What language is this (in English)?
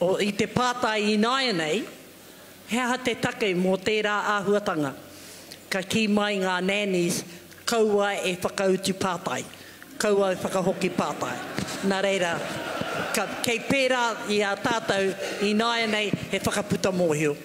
Māori